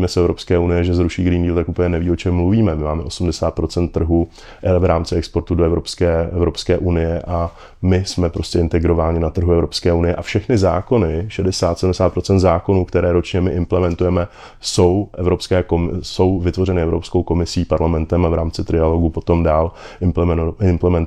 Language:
Czech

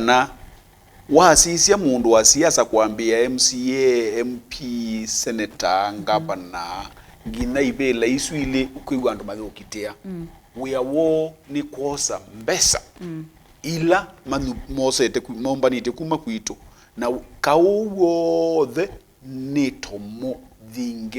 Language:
Kamba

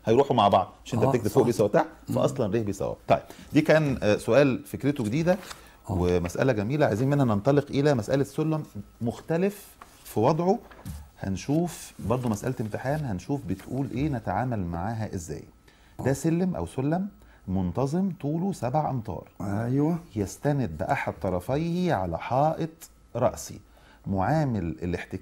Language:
Egyptian Arabic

